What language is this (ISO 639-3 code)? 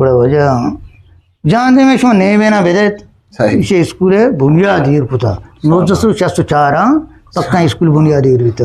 bgp